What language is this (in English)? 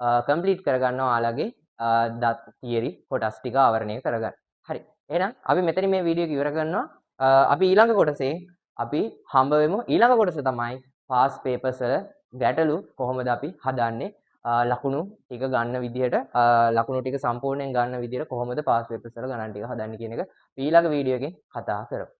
Sinhala